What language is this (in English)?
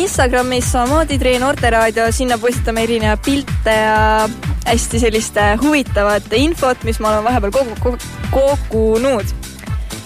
Estonian